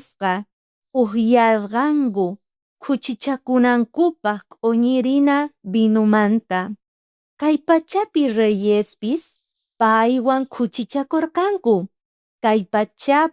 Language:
South Bolivian Quechua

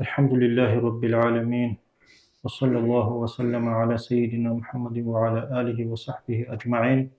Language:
Avaric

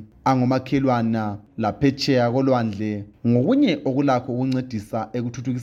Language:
North Ndebele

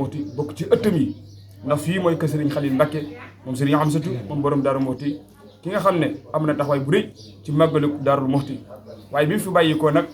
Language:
Wolof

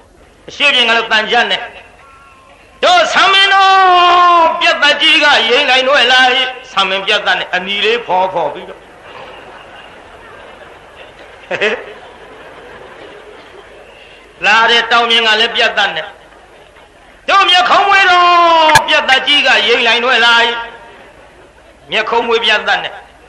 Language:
Burmese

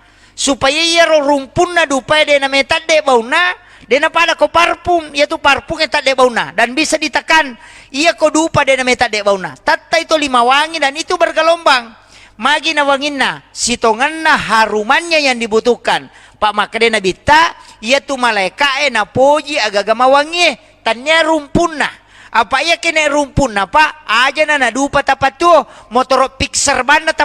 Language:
Buginese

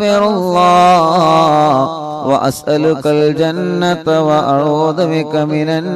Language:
Malayalam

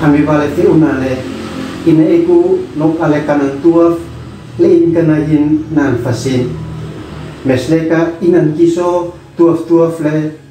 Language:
Uab Meto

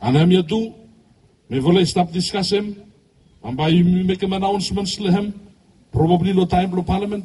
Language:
Bislama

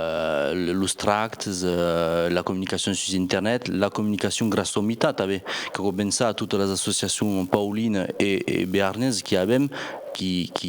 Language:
Occitan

